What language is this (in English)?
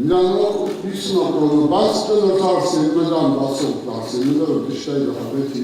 Ossetic